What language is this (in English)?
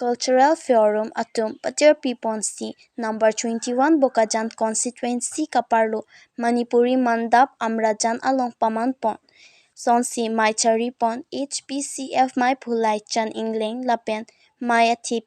Karbi